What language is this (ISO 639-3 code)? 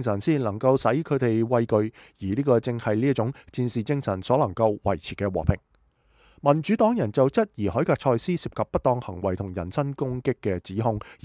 yue